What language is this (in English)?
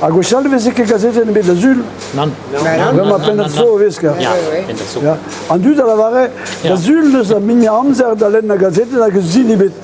Breton